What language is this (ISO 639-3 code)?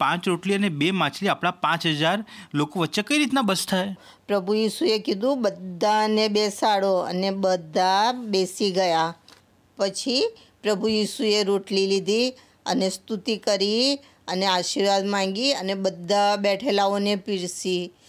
guj